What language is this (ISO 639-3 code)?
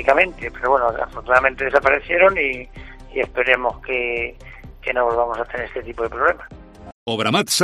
spa